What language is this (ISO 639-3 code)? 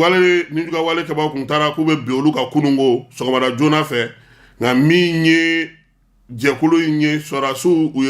bam